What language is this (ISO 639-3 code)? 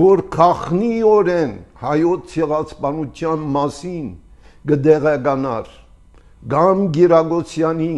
hye